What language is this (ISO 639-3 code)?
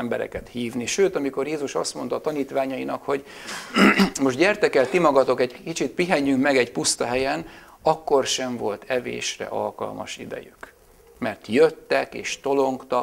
hun